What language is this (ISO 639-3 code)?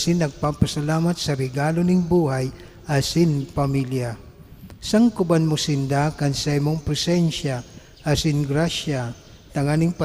bik